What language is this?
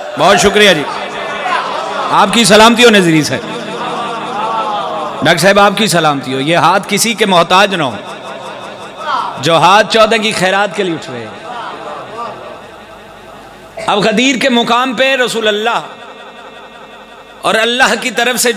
Urdu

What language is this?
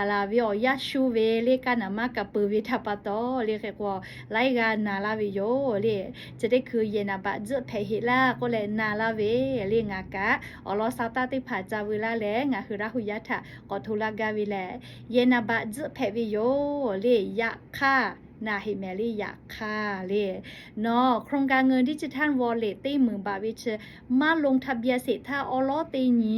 Lahu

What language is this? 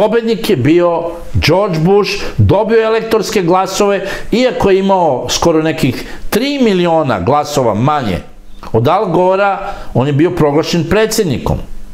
Serbian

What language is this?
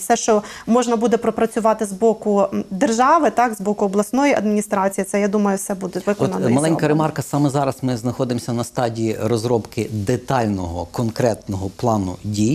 Ukrainian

